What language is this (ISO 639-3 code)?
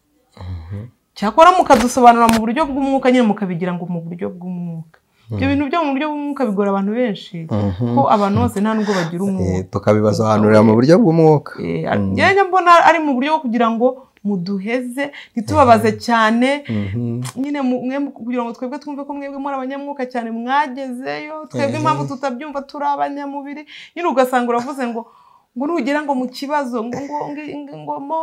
kin